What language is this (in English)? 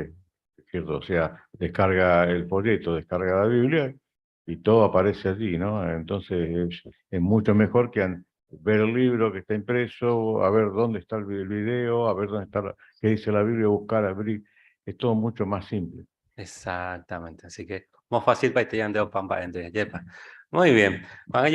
Guarani